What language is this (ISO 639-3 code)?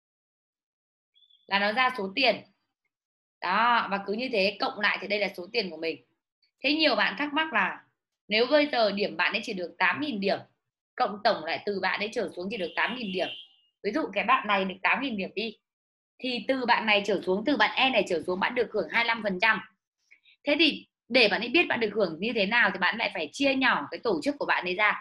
vie